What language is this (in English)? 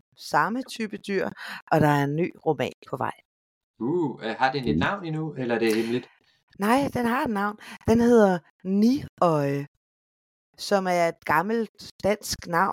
Danish